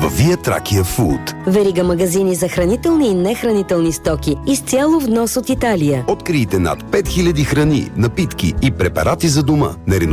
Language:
Bulgarian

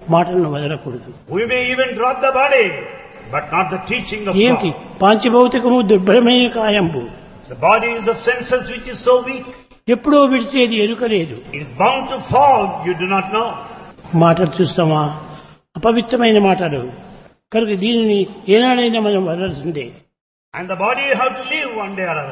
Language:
Telugu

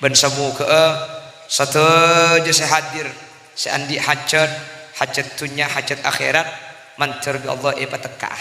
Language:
Madurese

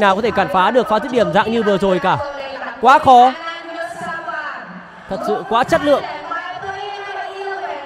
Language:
Vietnamese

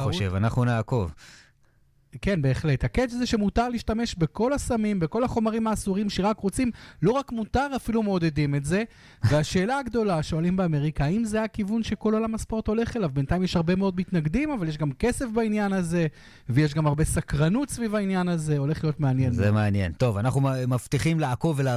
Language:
Hebrew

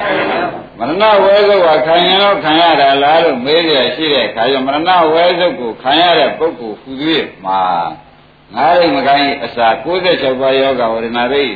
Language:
Burmese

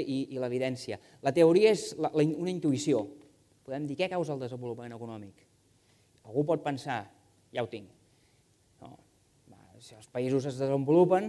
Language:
Catalan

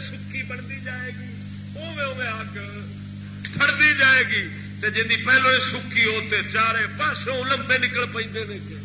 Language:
Saraiki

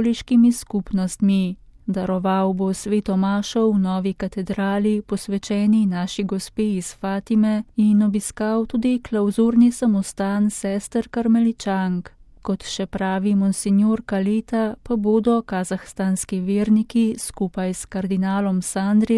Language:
Slovenian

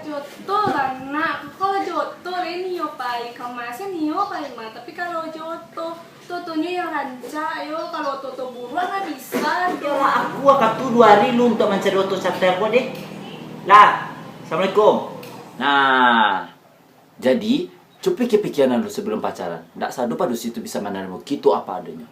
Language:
Minangkabau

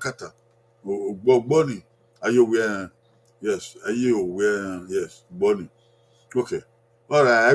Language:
Bini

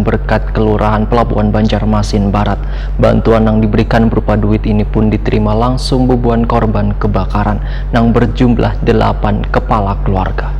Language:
Banjar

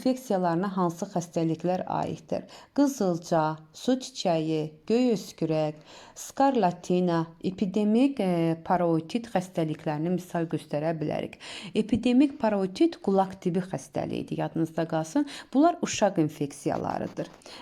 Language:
Azerbaijani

